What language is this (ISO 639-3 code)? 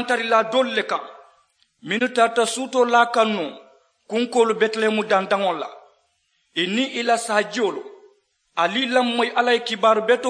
man